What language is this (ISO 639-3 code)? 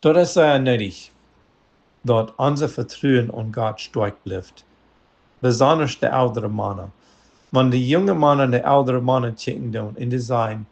pdt